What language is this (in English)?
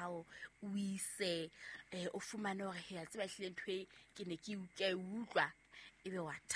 Southern Sotho